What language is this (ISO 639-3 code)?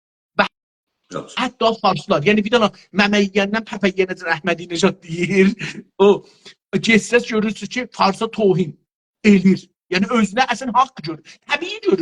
azb